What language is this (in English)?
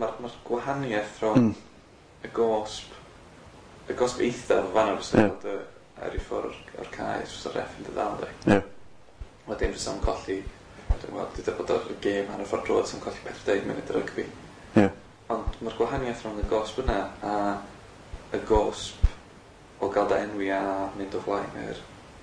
Welsh